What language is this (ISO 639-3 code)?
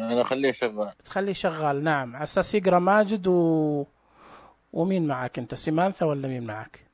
ars